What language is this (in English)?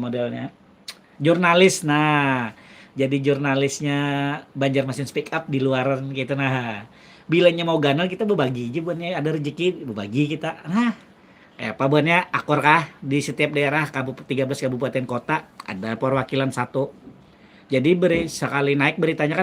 Banjar